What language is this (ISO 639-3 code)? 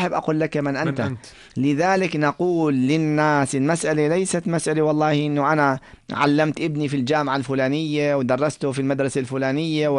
apc